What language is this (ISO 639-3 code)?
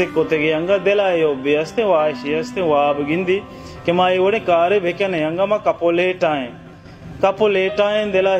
bal